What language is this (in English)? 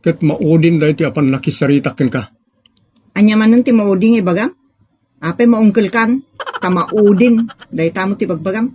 Iloko